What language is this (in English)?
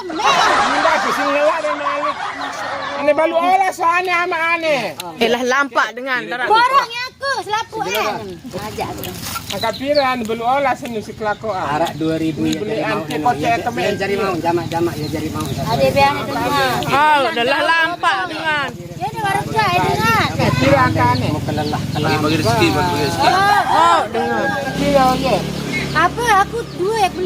Sasak